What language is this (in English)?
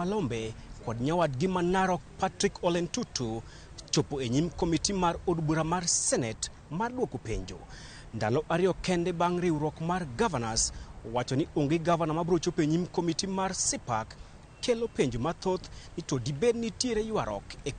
Luo (Kenya and Tanzania)